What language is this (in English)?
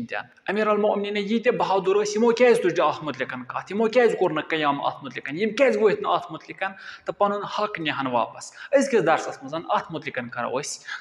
Kashmiri